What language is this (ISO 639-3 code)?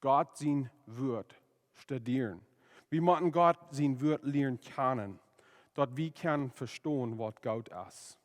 pdt